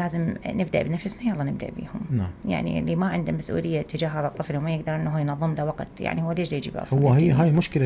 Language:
Mesopotamian Arabic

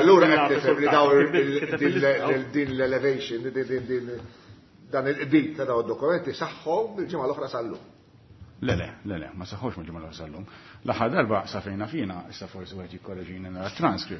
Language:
Maltese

